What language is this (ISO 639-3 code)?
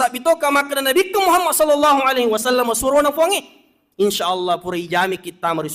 bug